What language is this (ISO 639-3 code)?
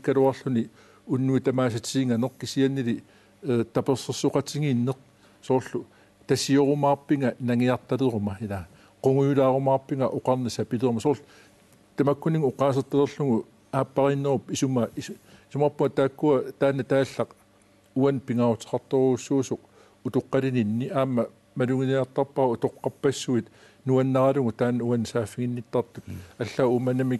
kal